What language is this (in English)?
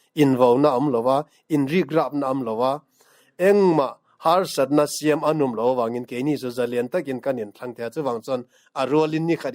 Mizo